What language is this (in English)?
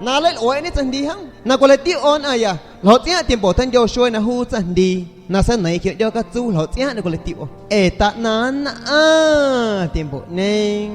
San Pedro Amuzgos Amuzgo